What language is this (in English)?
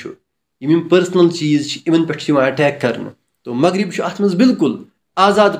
Kashmiri